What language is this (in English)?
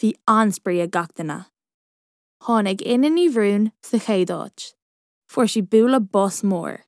Irish